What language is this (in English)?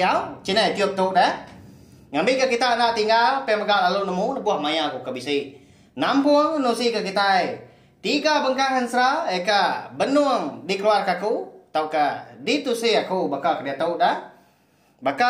Iban